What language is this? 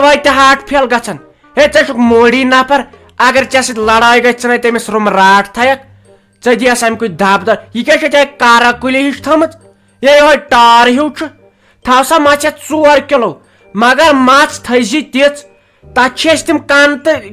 Kashmiri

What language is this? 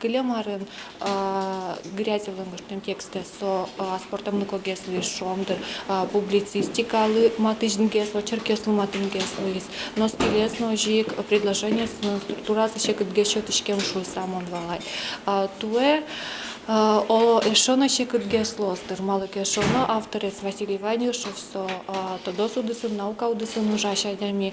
Udmurt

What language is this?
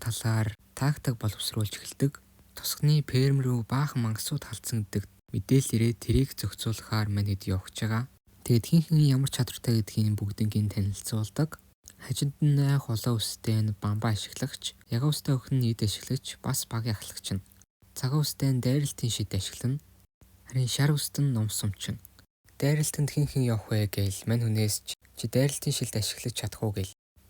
Mongolian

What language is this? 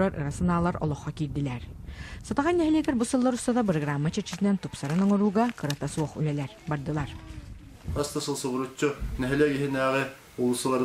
Yakut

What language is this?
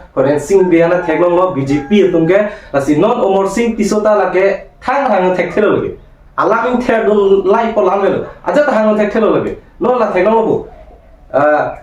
Karbi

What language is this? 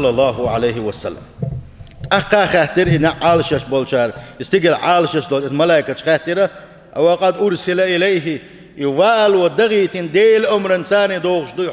Chechen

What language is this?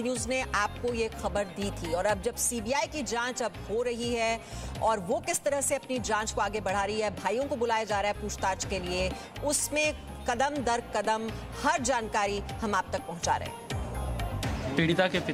Hindi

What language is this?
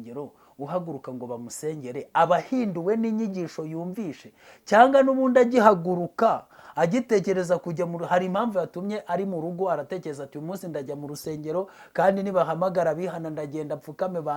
Kinyarwanda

